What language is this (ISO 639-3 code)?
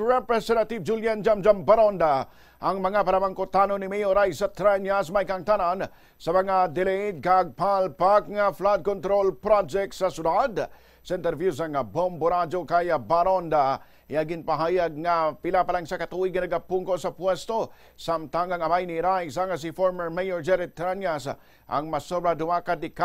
hil